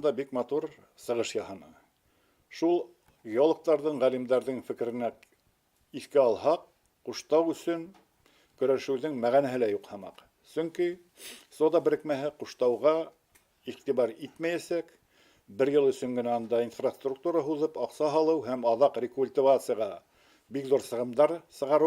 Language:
Bashkir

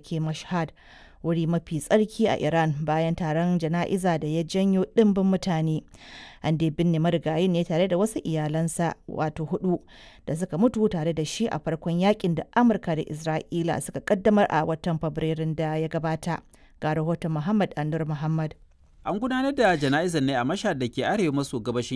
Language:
Hausa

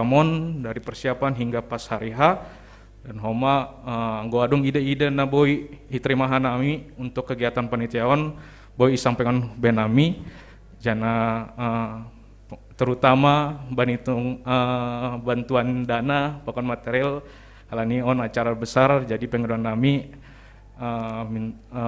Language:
Batak Simalungun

